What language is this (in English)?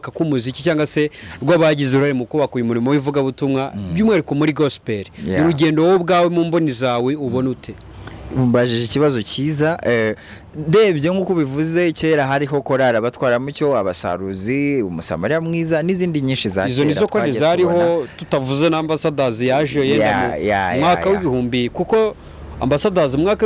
Kinyarwanda